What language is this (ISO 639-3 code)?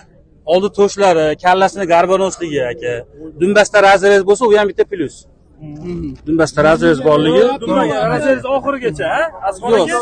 uzb